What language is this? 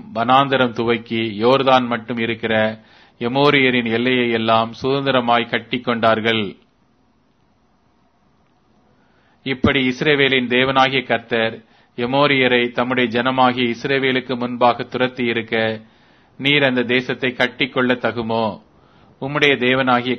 Tamil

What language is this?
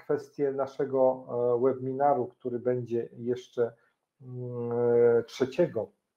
Polish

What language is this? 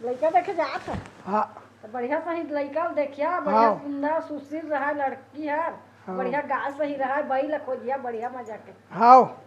Chhattisgarhi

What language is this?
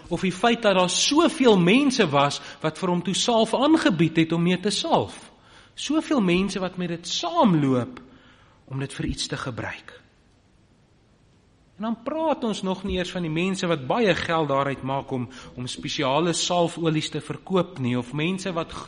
Afrikaans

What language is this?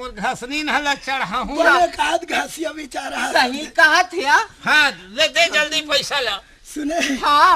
Chhattisgarhi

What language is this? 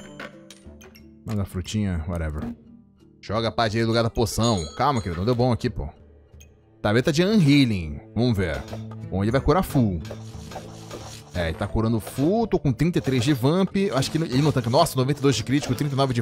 Portuguese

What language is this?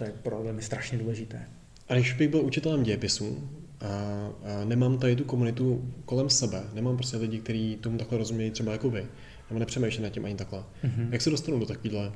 Czech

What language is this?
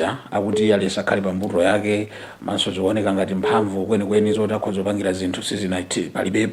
Nyanja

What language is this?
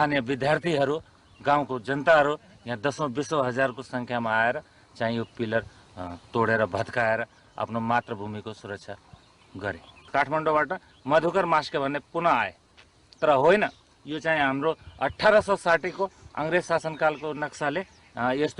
Nepali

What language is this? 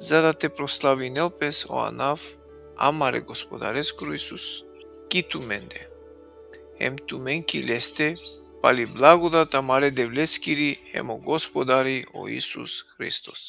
Balkan Romani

